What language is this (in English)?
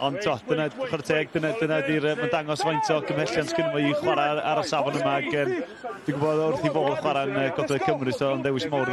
Welsh